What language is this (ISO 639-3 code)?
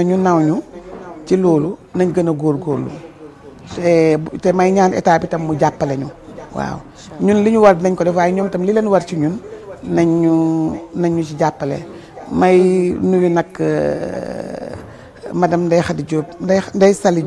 wol